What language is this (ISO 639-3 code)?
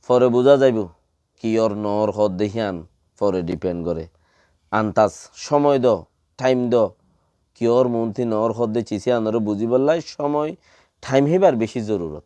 rhg